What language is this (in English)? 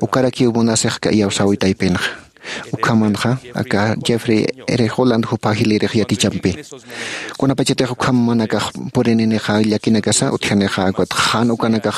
Aymara